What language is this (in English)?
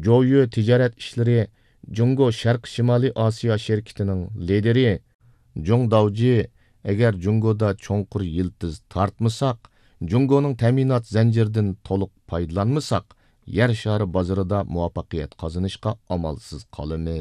Uyghur